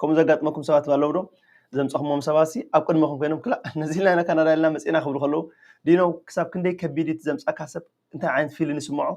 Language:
Tigrinya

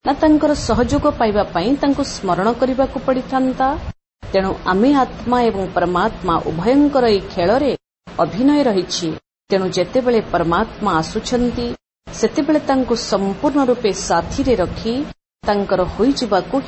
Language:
Odia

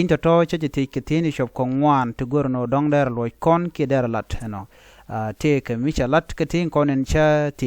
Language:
Nuer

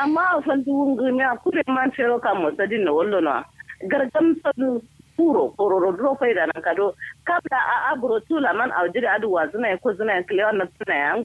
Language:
Kanuri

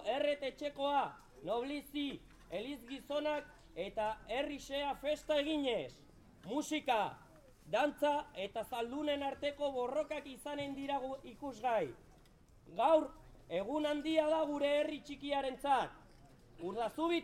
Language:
Basque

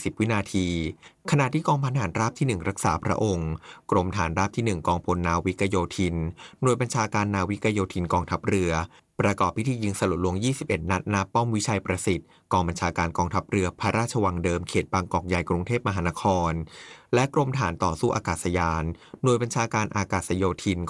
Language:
Thai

